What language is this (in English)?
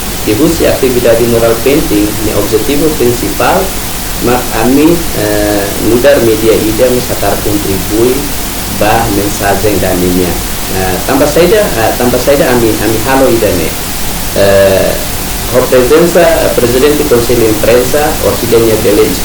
Tetum